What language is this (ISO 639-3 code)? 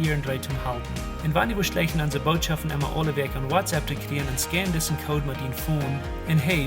pdt